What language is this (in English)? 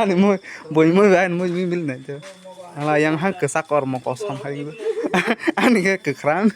Kok Borok